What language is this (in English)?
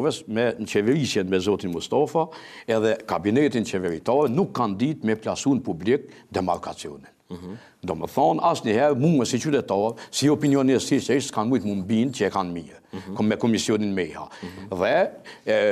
Albanian